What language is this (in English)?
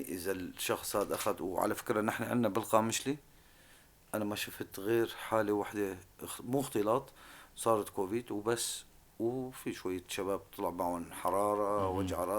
North Levantine Arabic